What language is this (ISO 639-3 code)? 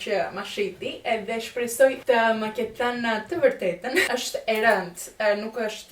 sqi